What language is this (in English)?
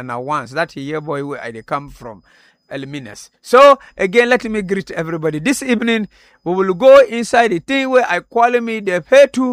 Nigerian Pidgin